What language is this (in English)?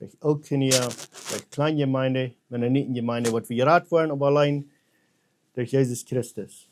Plautdietsch